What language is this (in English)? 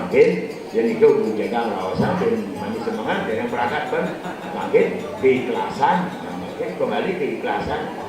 Balinese